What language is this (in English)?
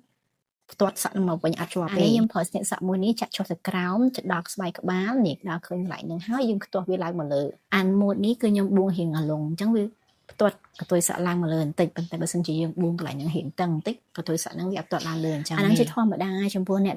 Khmer